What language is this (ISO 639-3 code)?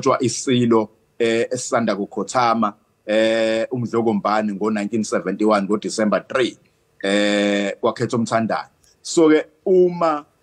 zul